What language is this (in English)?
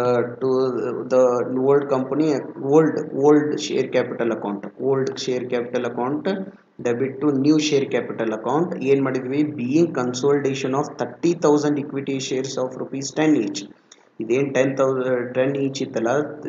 Kannada